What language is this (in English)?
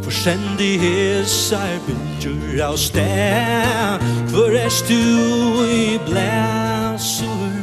Faroese